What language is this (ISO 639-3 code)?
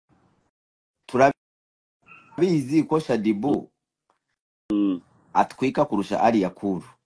kin